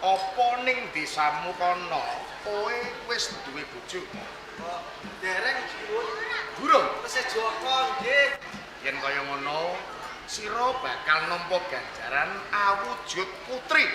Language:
Javanese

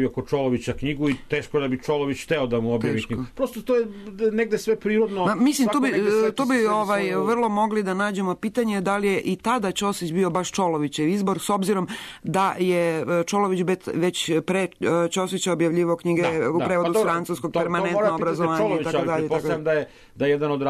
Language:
Serbian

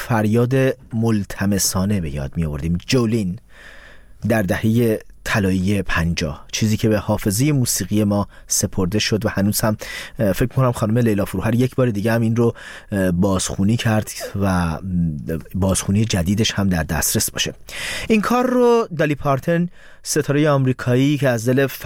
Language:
Persian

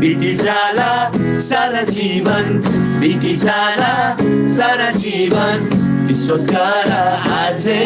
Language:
Eastern Tamang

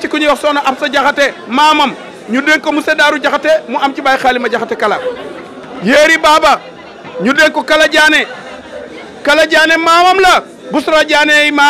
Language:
Wolof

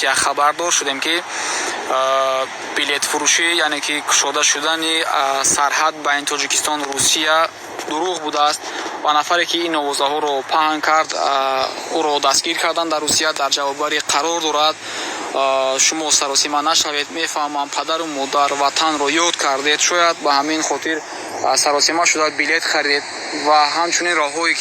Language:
Tajik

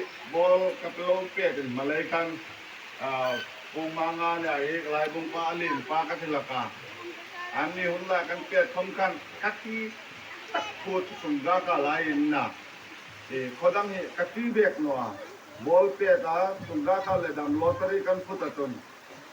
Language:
Hmar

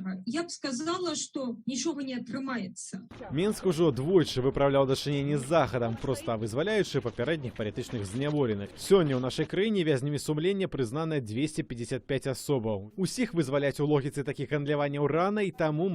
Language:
Belarusian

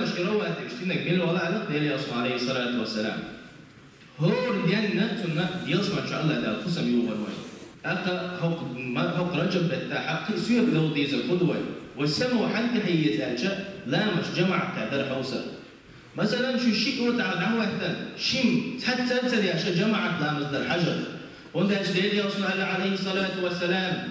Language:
Chechen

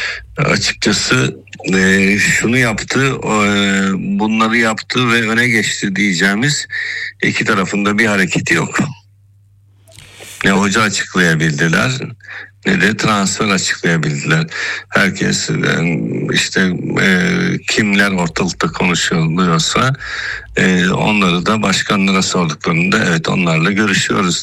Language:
Turkish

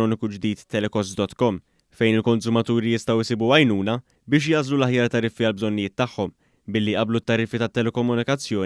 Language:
Maltese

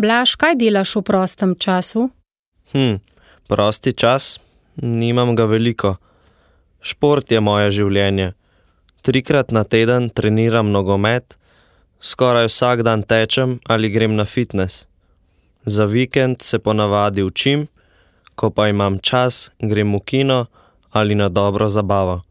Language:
Slovenian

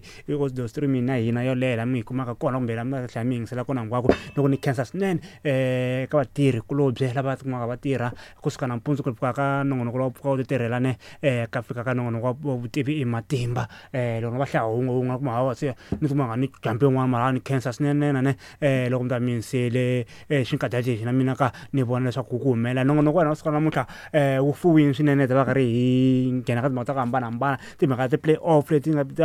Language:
Tsonga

